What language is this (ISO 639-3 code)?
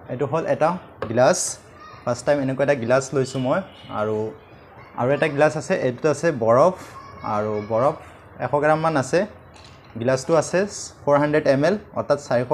asm